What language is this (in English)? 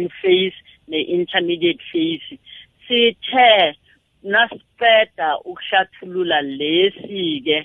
South Ndebele